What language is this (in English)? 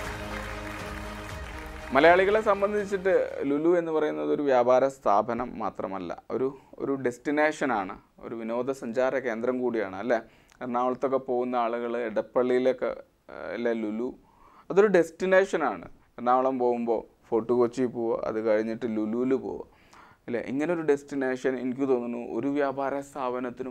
Malayalam